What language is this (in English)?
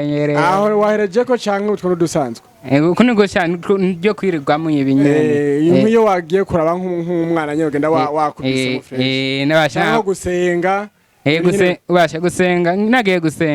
Rundi